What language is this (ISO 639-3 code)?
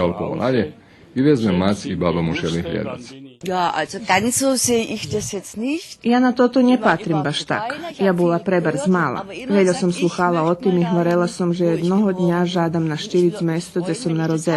rue